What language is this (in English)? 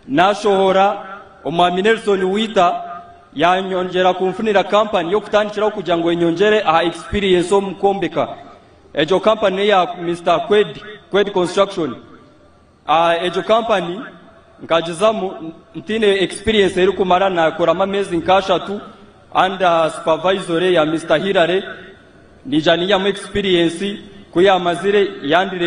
Nyankole